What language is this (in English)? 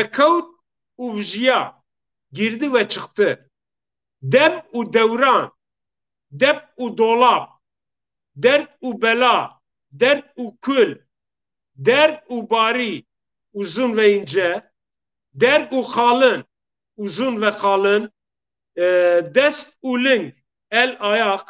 Zaza